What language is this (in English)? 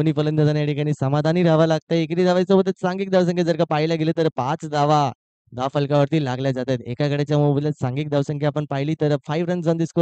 Marathi